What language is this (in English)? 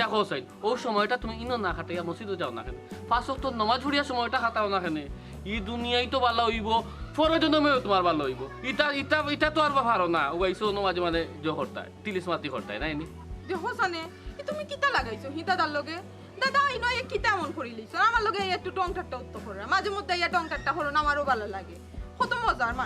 Sylheti